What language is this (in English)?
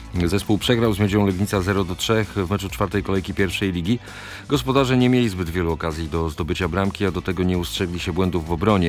Polish